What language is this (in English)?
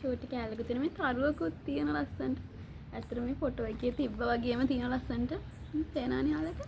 Sinhala